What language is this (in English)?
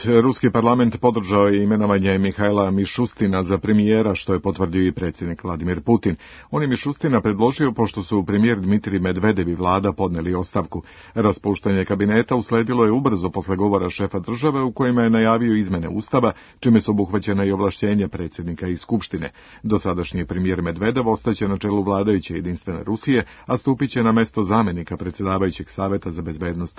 Serbian